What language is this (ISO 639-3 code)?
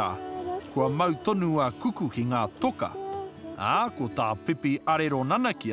mri